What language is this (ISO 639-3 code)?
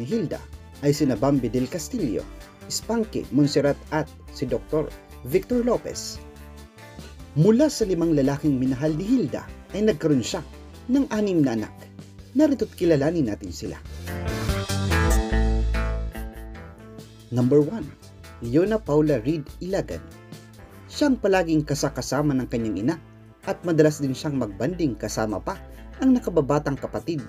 fil